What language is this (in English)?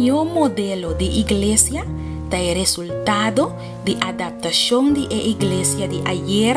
Papiamento